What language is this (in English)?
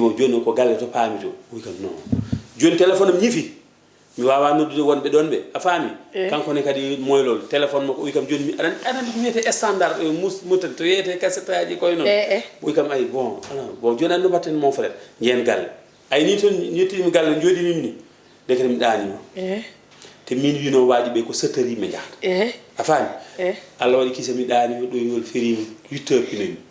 Fula